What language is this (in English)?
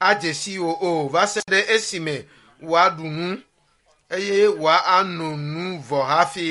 Ewe